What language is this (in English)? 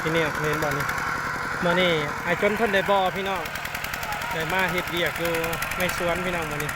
Lao